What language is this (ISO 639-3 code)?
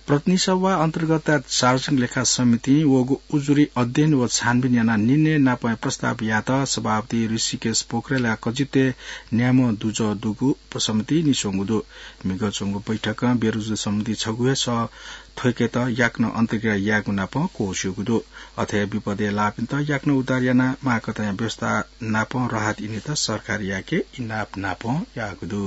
new